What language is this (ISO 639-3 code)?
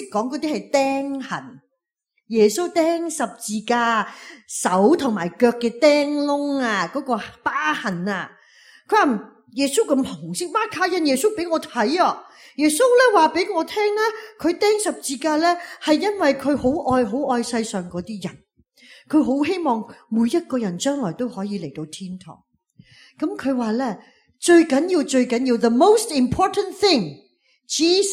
yue